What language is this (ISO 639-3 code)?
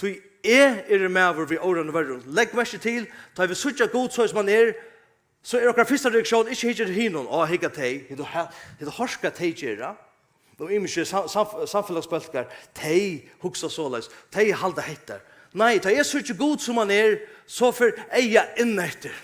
fao